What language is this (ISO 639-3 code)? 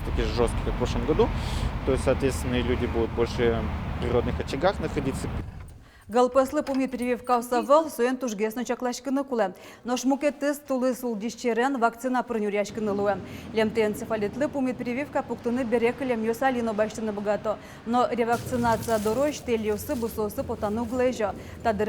udm